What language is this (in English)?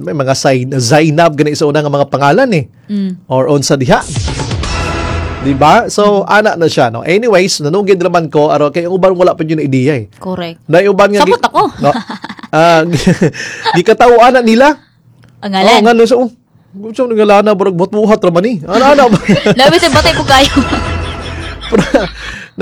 Cebuano